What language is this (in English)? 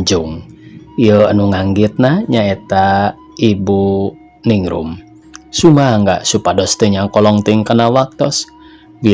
Sundanese